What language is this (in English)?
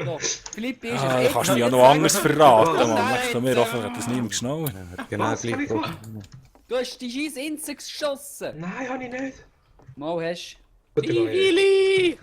Swiss German